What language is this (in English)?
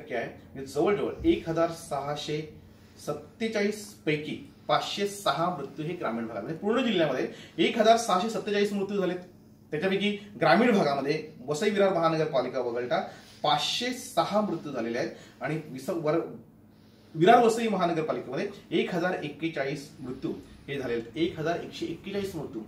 Marathi